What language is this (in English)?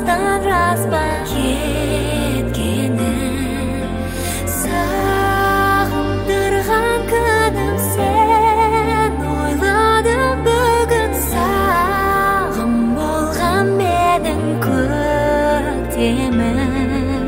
Kazakh